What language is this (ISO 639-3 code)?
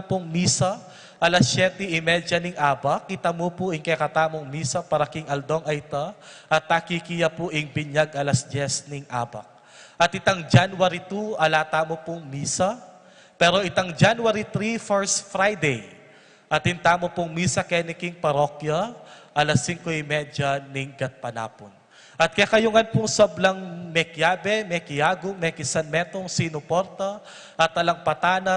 pam